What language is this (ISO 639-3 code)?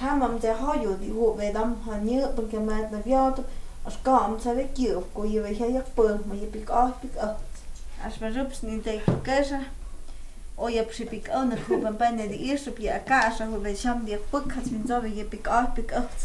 mto